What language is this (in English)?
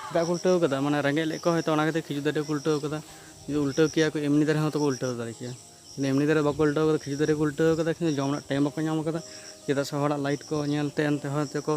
Santali